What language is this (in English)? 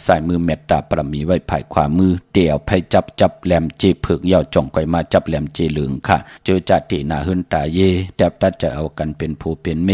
Shan